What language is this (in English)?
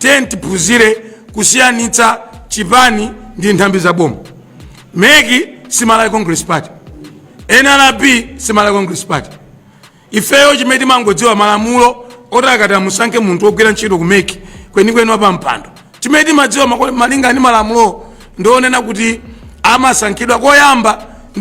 Nyanja